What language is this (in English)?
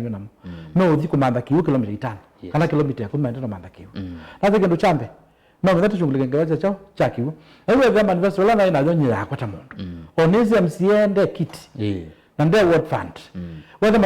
Kamba